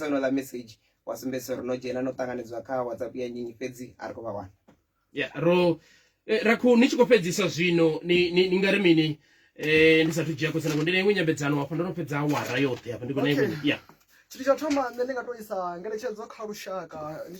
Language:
Venda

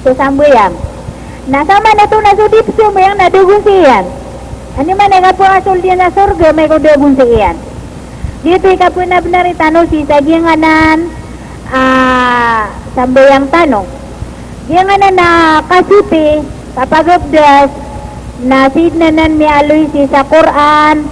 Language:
Maranao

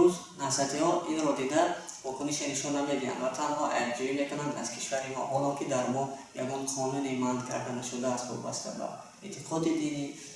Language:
Tajik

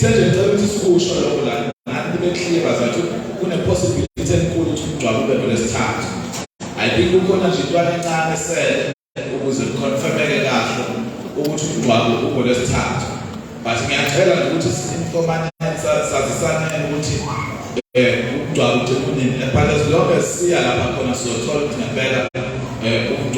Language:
Zulu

